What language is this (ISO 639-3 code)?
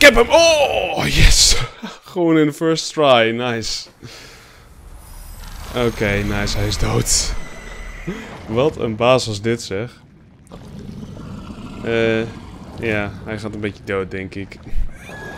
nld